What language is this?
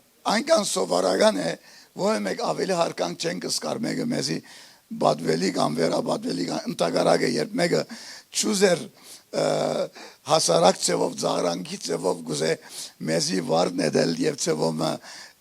Western Armenian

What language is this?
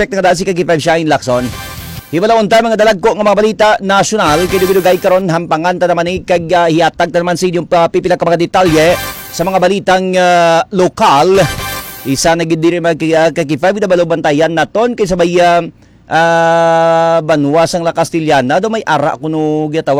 Hiligaynon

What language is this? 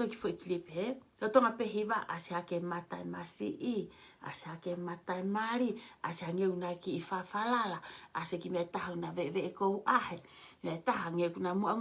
Tongan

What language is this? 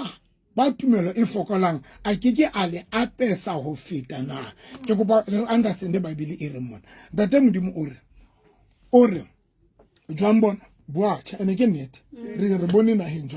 Southern Sotho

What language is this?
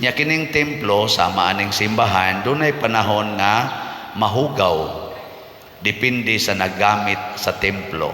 Cebuano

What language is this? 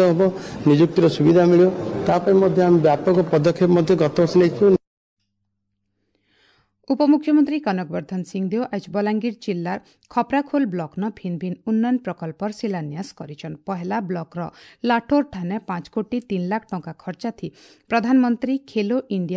Odia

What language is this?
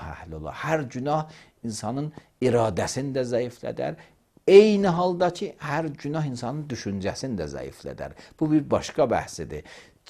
Azerbaijani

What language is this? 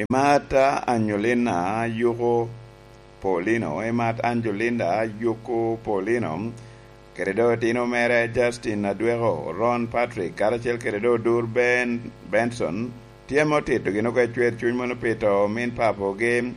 Lango (Uganda)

